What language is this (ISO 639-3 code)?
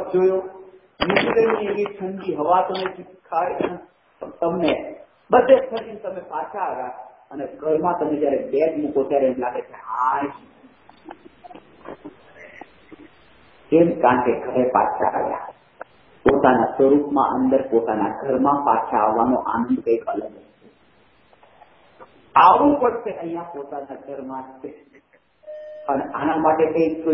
guj